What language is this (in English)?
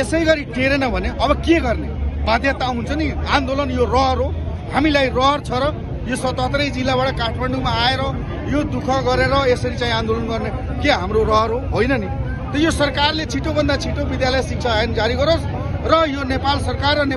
Nepali